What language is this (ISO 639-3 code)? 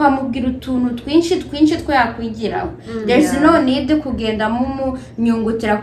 kin